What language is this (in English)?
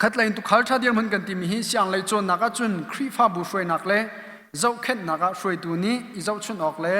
Hakha Chin